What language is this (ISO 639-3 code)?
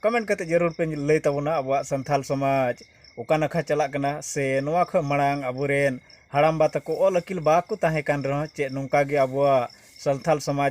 sat